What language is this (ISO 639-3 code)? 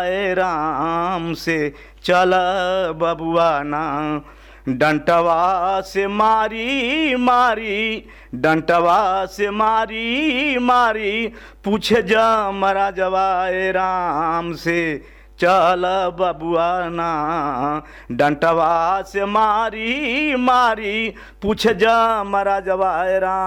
bho